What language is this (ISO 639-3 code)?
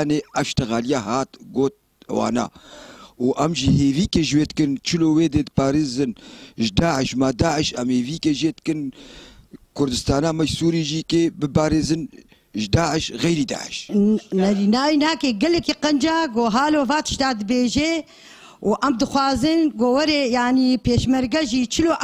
kur